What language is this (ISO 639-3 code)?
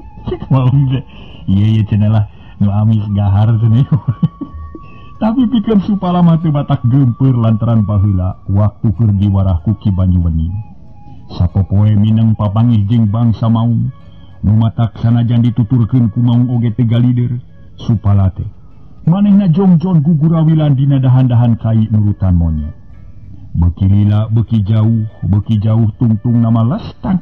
sun